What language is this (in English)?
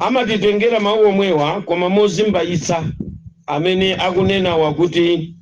Nyanja